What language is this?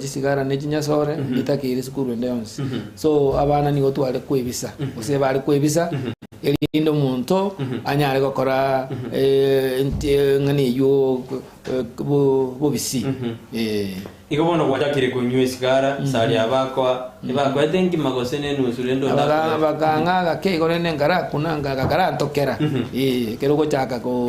Gusii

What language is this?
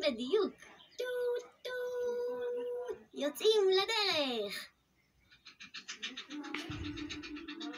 Hebrew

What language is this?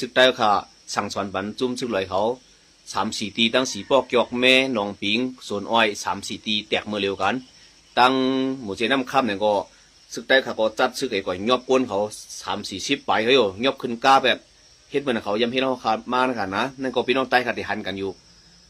Shan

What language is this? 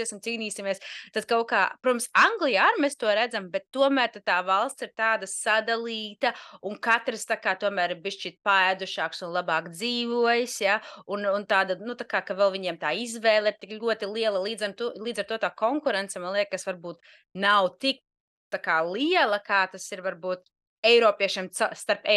Latvian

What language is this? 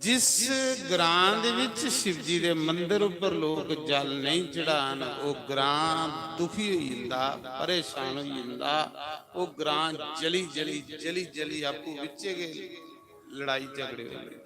Dogri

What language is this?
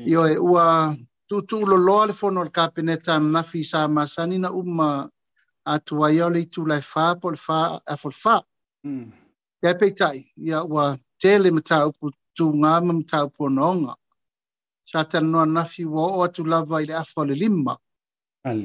Samoan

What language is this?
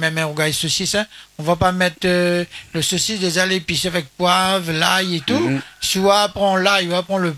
Réunion Creole French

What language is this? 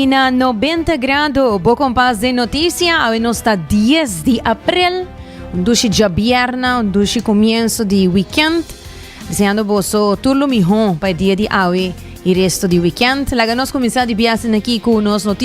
Papiamento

